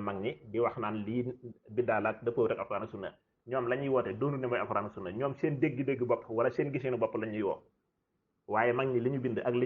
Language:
Wolof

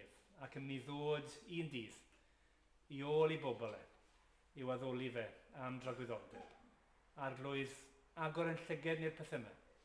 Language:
Welsh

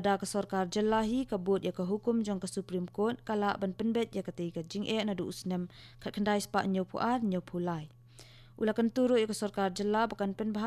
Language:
Khasi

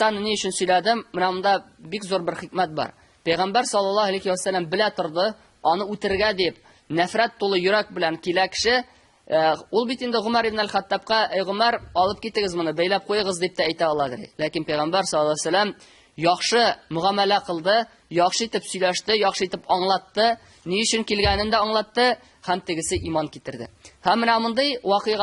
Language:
Tatar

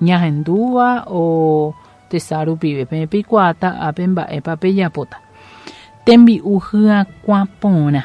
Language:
Guarani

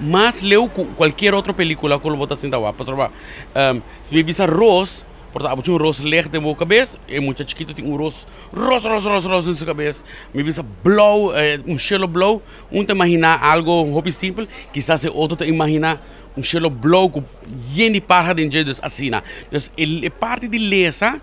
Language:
Papiamento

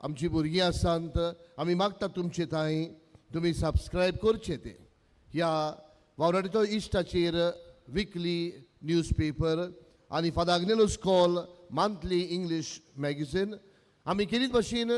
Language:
Konkani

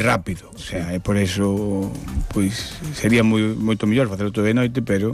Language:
Galician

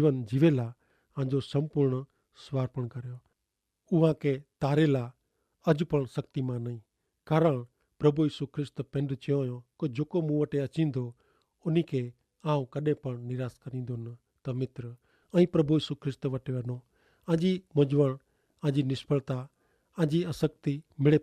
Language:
Kachhi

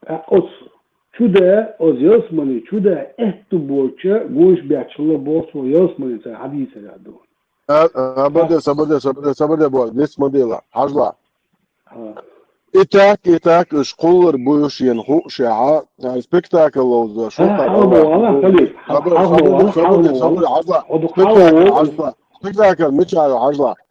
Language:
Chechen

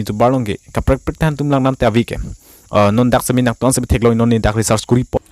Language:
Karbi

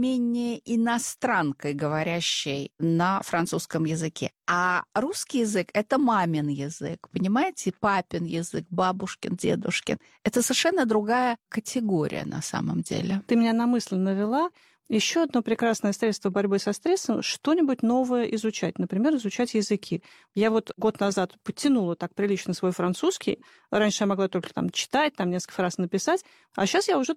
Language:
Russian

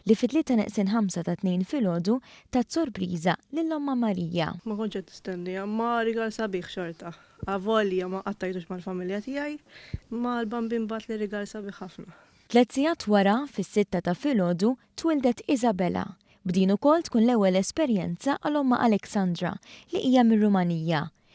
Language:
Maltese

